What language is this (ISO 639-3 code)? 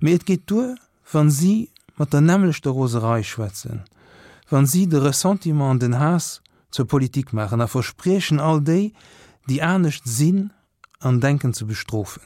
ltz